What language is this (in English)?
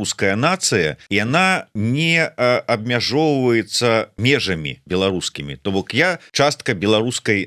Belarusian